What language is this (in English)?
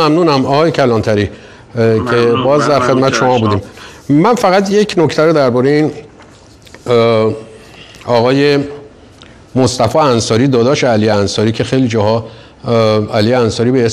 Persian